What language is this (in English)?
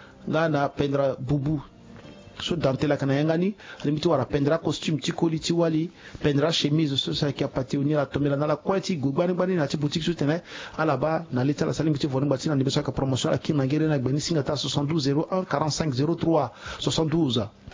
Sango